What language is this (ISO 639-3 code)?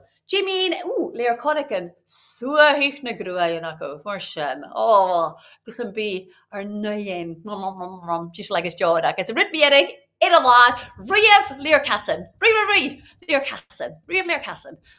gla